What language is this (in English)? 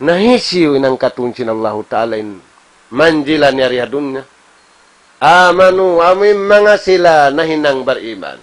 Tausug